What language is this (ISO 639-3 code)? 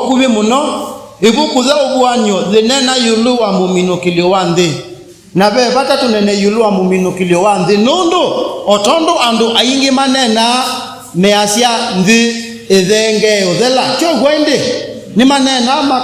kam